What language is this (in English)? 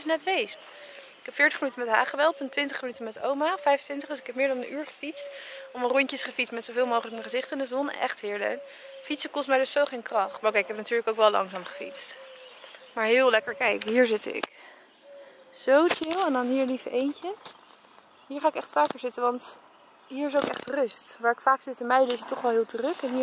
Dutch